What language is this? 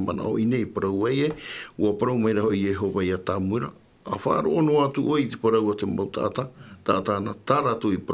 Tahitian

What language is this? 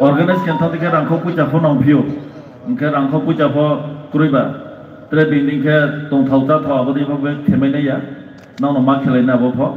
Riang (India)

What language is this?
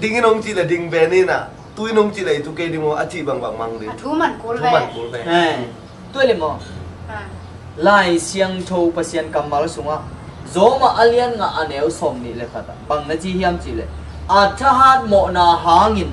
Tedim Chin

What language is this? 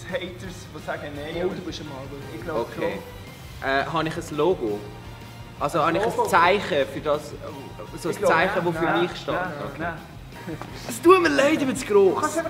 Swiss German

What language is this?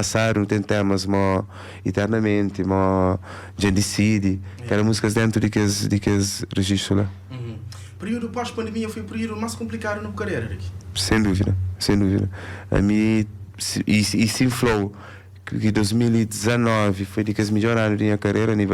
Kabuverdianu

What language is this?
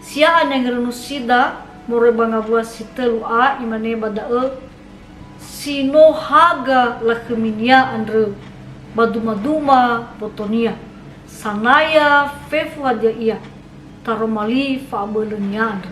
Nias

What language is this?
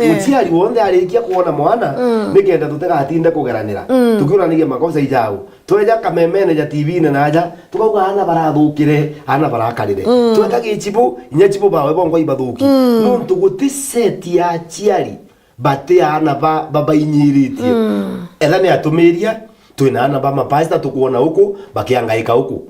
Meru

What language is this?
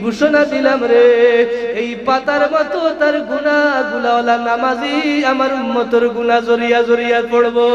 Sylheti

